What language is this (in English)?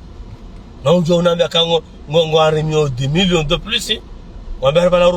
Ngazidja Comorian